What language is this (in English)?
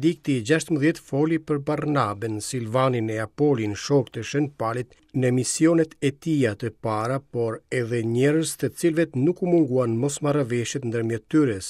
Albanian